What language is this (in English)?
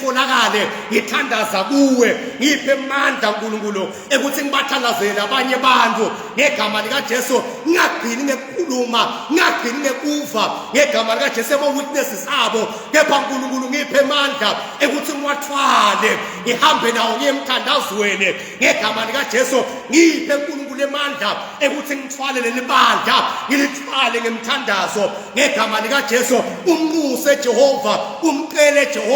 Zulu